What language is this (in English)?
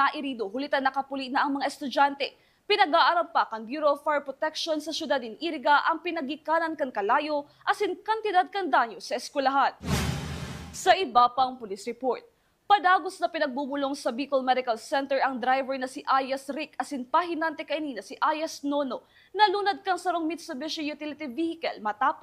Bikol